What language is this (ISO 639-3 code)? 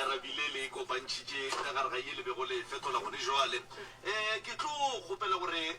nso